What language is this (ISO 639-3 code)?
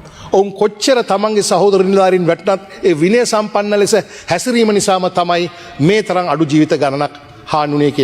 sin